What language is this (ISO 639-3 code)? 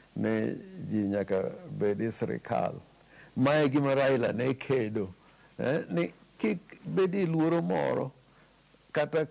luo